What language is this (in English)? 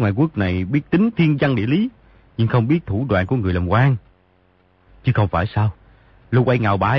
Vietnamese